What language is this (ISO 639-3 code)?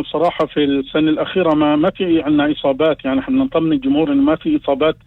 apc